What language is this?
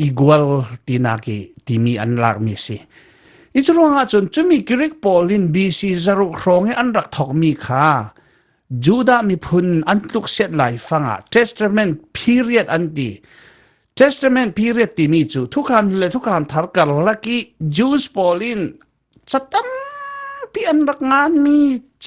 Falam Chin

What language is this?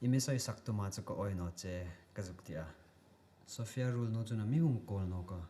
Hmar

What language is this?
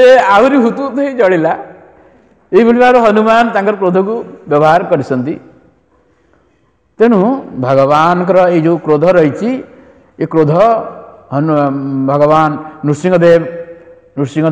Odia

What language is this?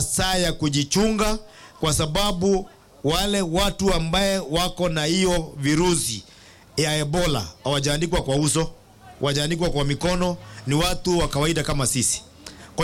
Swahili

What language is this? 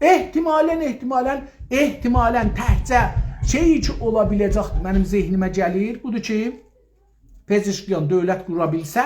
South Azerbaijani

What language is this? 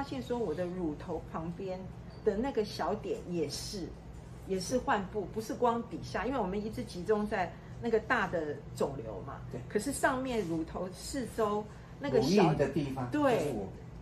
Chinese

